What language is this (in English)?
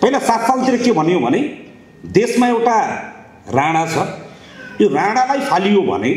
Nepali